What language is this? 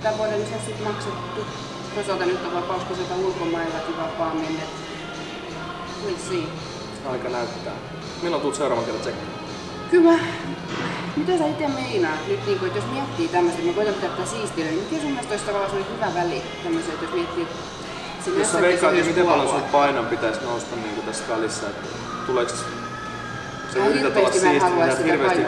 Finnish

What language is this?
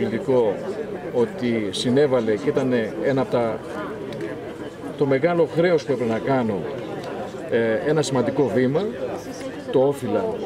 Greek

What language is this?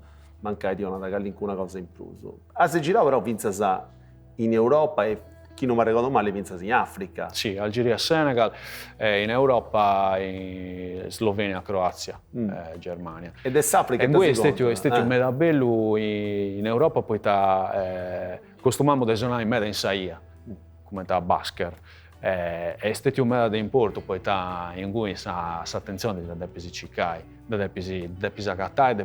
Sardinian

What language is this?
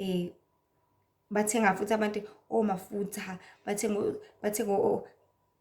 Zulu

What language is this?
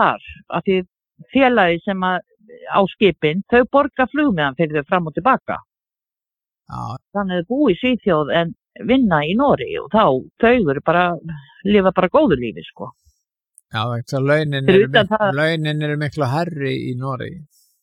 Icelandic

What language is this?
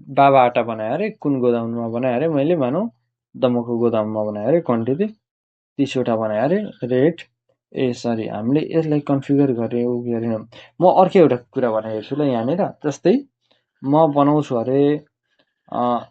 Nepali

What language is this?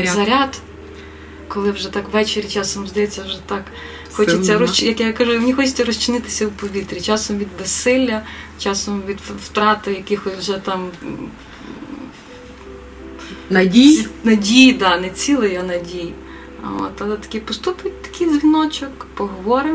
Ukrainian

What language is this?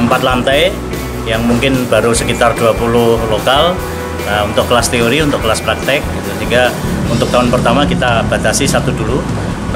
Indonesian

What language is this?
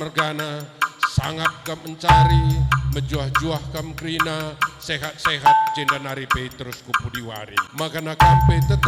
Batak Karo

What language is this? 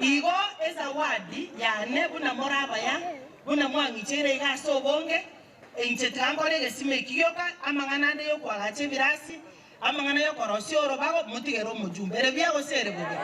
Gusii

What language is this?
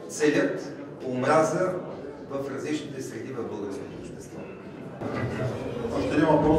Bulgarian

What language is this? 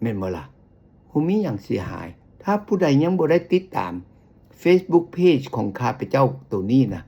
Lao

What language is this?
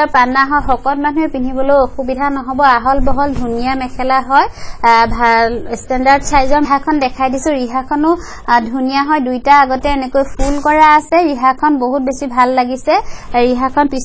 Assamese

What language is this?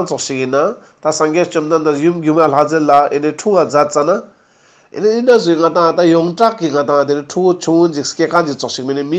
Ladakhi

